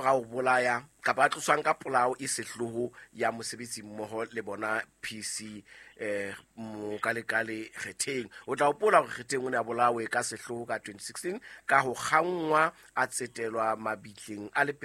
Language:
Southern Sotho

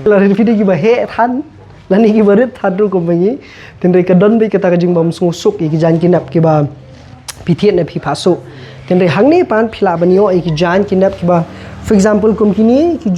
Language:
Khasi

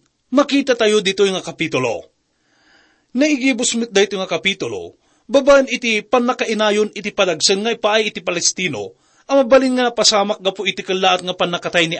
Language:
Iloko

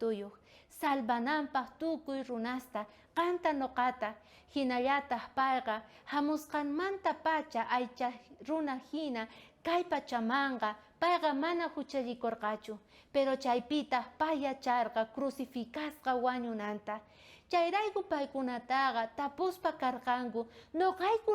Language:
South Bolivian Quechua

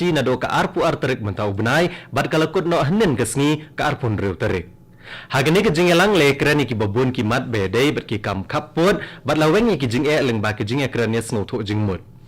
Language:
Khasi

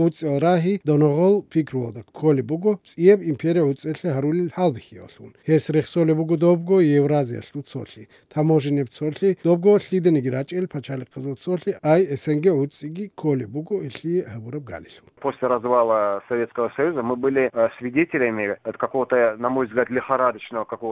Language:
Avaric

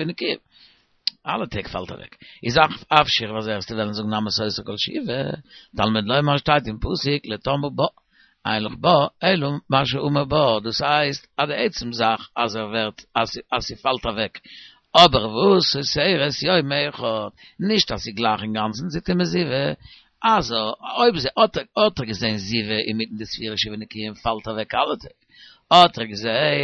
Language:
Yiddish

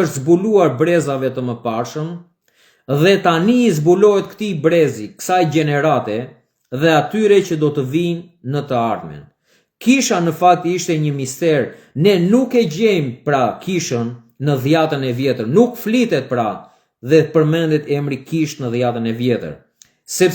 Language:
Albanian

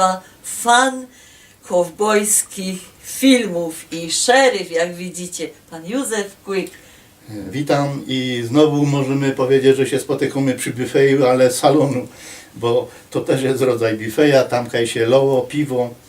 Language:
Silesian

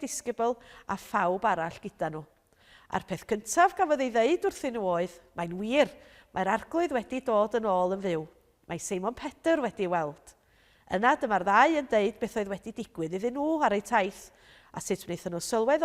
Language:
Welsh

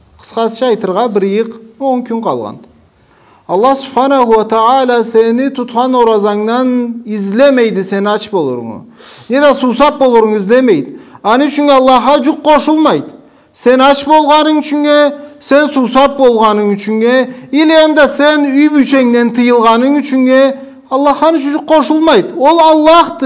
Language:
Karachay-Balkar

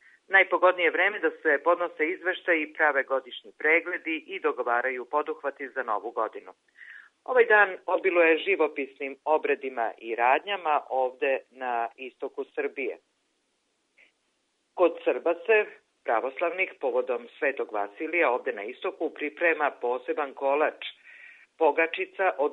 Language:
Serbian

